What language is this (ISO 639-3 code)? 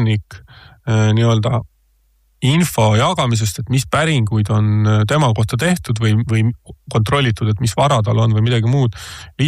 est